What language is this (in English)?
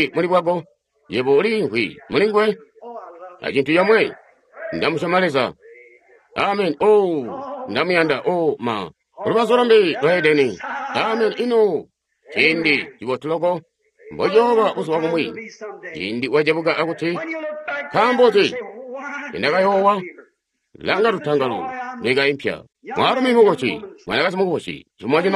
Tonga (Zambia)